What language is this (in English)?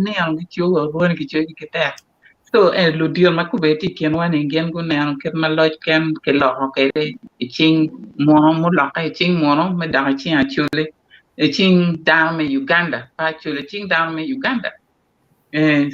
Acoli